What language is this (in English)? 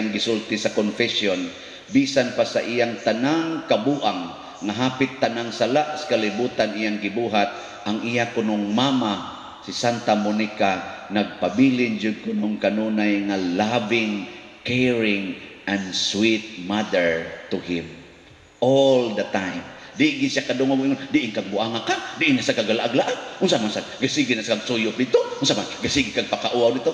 Cebuano